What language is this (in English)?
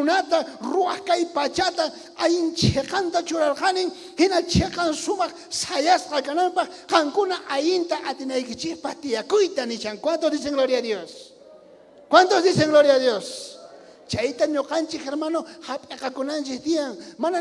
South Bolivian Quechua